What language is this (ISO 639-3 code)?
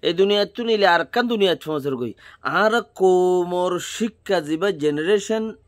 rhg